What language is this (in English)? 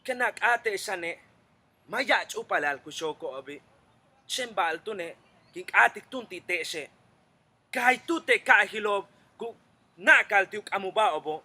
Yucateco